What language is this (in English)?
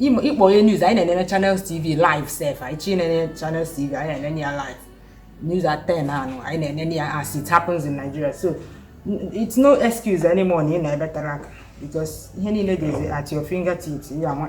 Igbo